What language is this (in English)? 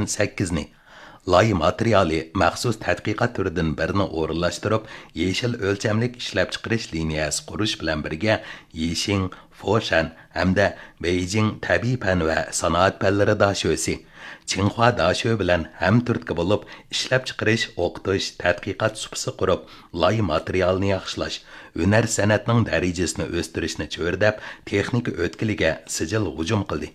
Uyghur